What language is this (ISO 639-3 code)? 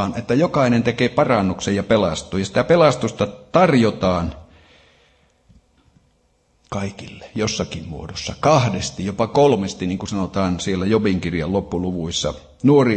fin